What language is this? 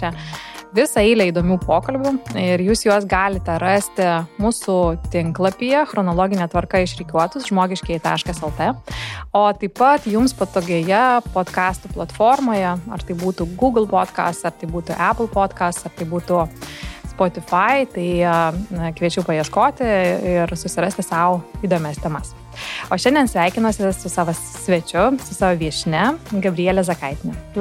Lithuanian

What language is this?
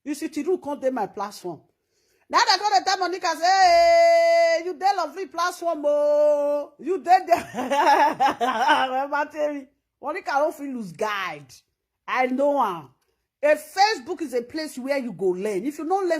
Nigerian Pidgin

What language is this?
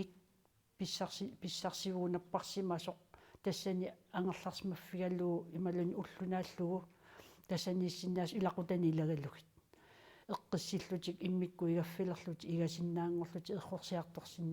Kalaallisut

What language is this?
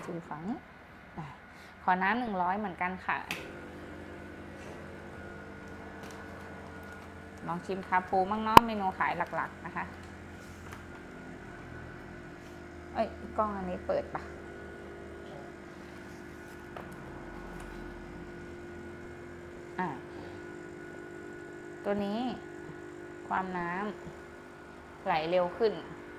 Thai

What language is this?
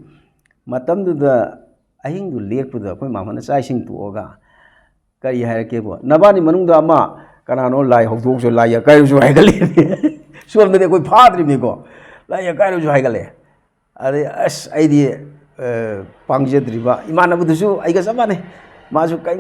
Manipuri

